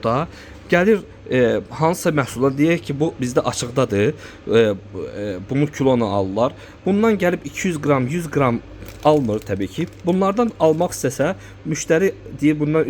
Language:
Azerbaijani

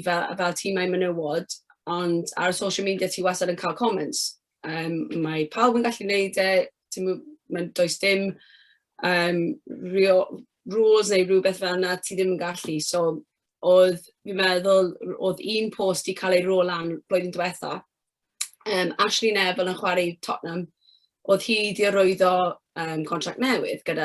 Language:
Welsh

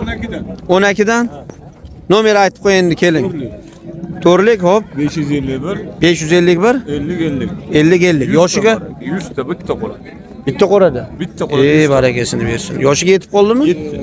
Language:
Uzbek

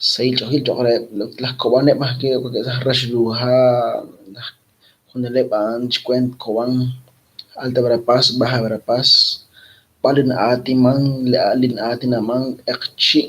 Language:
Kekchí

